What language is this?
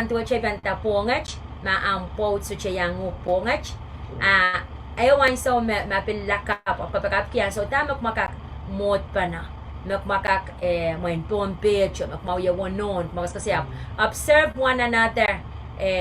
Pohnpeian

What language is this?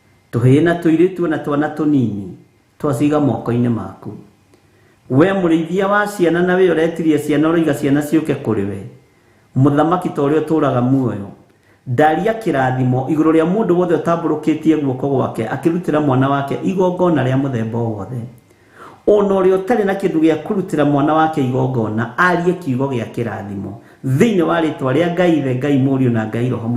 Kikuyu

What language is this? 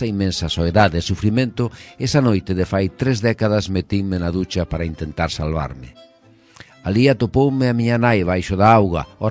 Galician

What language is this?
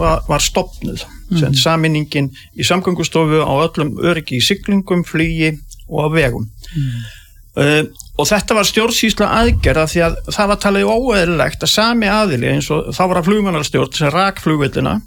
Icelandic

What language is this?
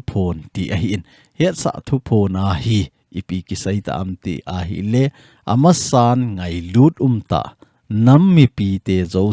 Thado Chin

